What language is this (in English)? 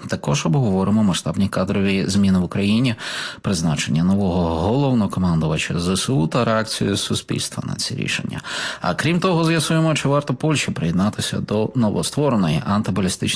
Ukrainian